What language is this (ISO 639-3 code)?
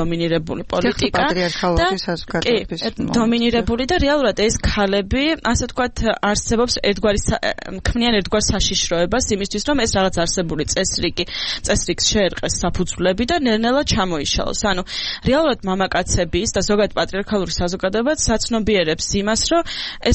kat